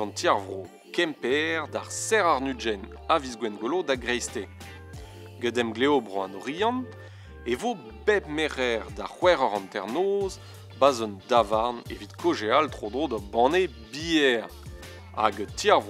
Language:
Breton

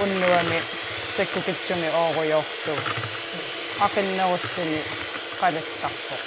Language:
Kalaallisut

